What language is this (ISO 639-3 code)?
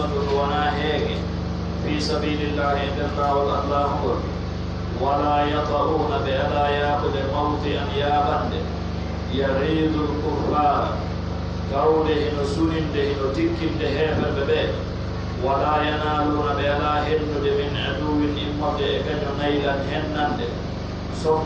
fuf